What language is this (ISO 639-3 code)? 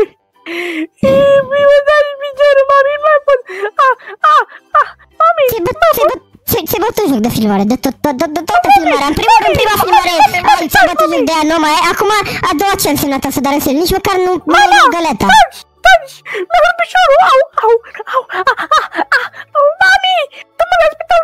ron